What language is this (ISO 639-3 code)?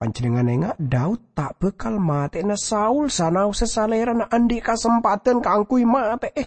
mad